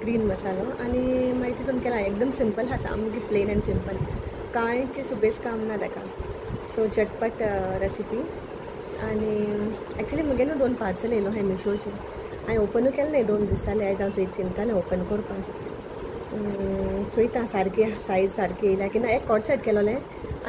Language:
Konkani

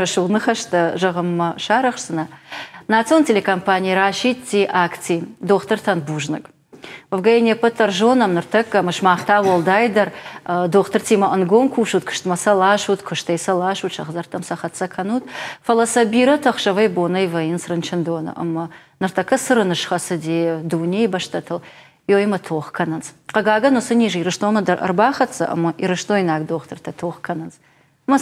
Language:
Ossetic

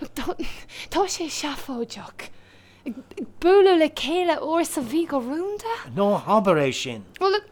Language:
Irish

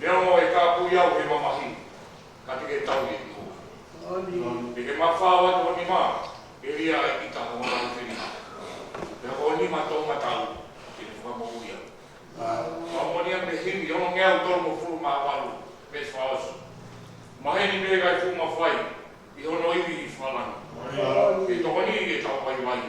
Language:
Tongan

